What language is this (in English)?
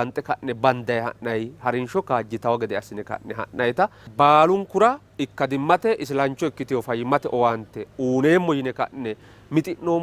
Sidamo